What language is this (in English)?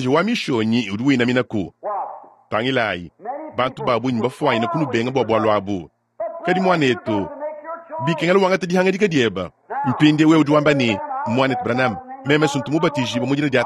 Luba-Lulua